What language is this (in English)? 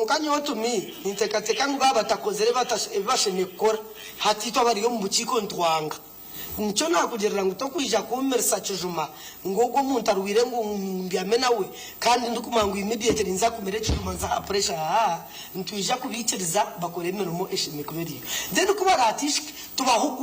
Nyankole